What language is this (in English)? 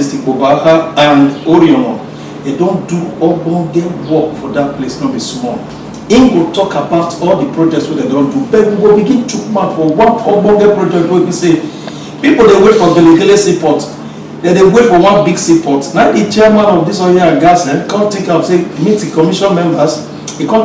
Nigerian Pidgin